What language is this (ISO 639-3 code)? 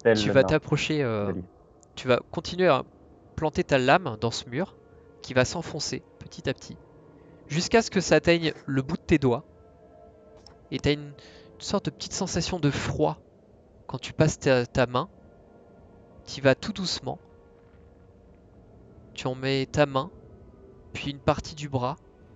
fra